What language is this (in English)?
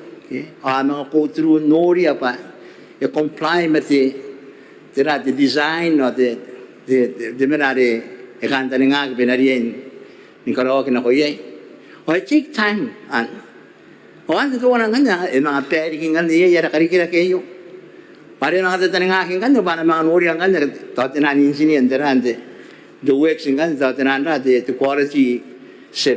Gilbertese